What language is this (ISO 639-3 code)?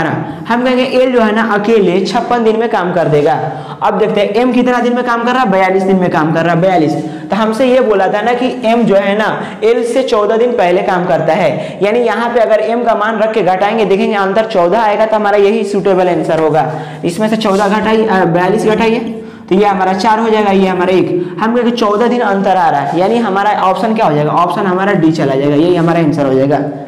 hin